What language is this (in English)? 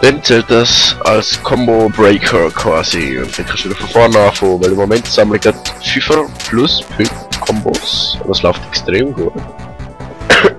Swiss German